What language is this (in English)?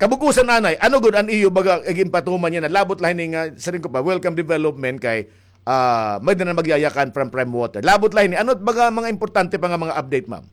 Waray